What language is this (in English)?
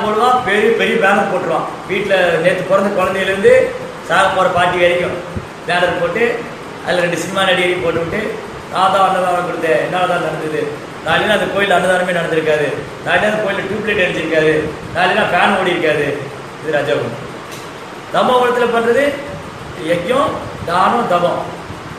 Tamil